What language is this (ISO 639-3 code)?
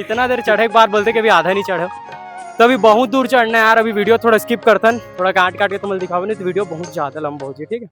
hne